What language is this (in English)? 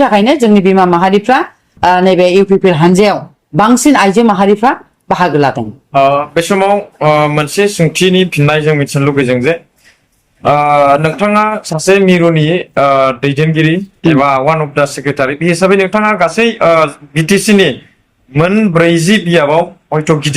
Bodo